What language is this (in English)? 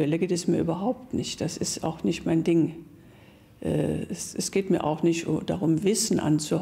German